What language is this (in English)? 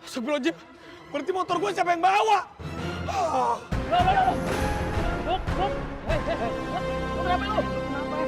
Betawi